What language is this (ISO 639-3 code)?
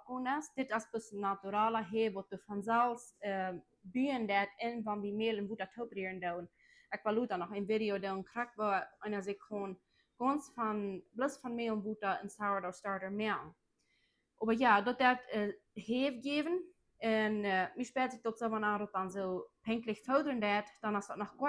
pdt